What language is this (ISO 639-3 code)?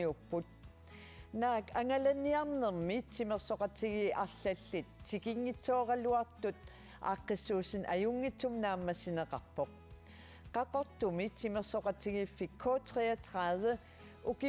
kal